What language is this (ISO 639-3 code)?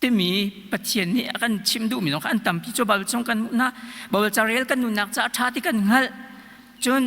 cnh